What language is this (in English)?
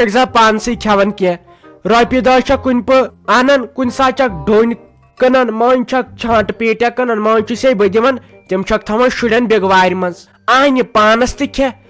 Kashmiri